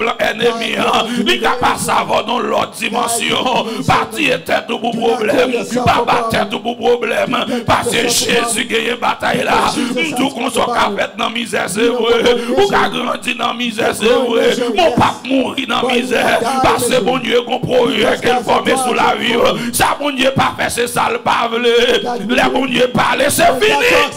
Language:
Haitian Creole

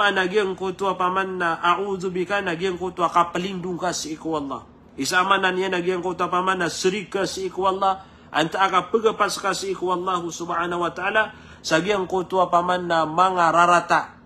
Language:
Maranao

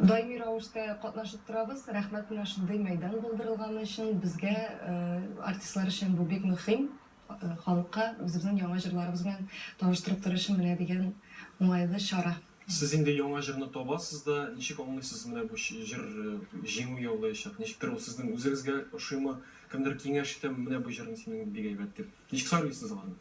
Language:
Tatar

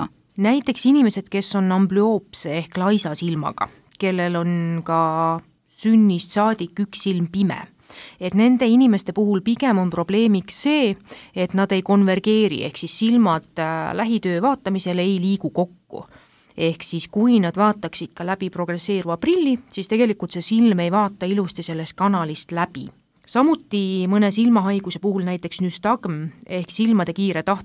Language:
Estonian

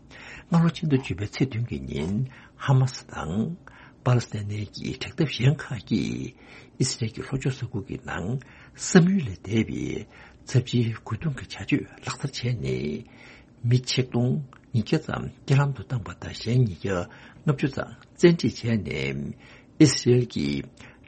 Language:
Tibetan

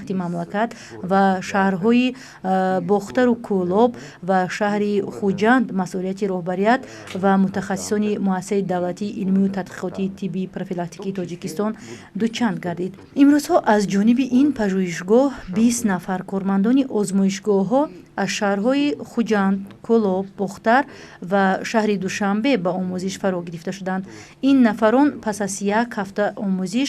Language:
Tajik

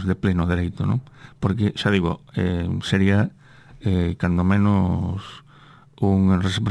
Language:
Galician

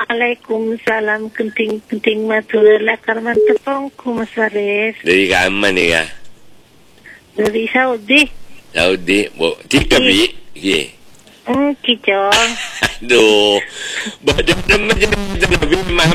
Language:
Madurese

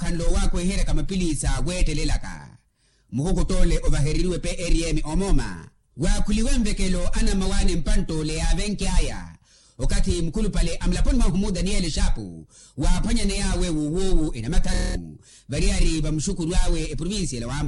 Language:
Makhuwa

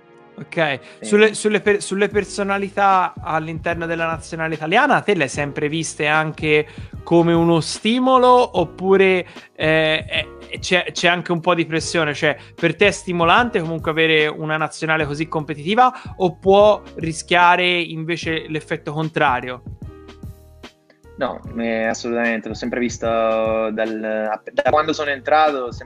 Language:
Italian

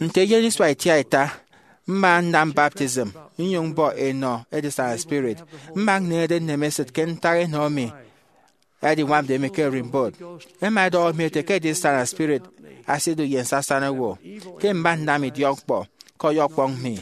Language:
Efik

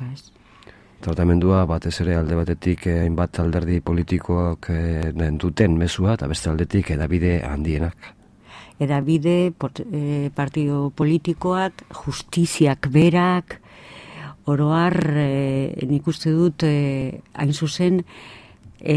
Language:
Basque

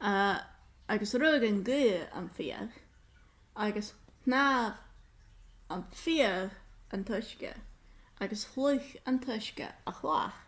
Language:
Scottish Gaelic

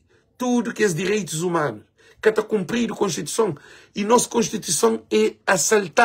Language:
Kabuverdianu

